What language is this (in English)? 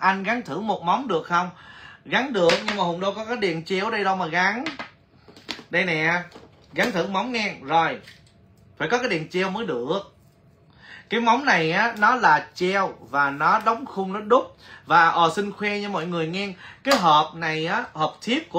Vietnamese